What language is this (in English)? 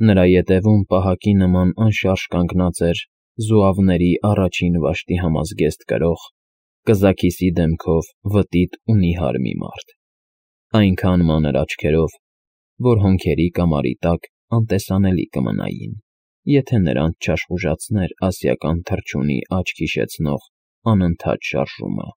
Armenian